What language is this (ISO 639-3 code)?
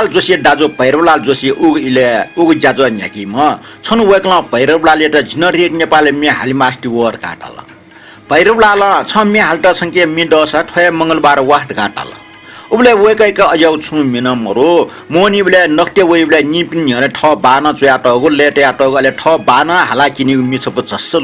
new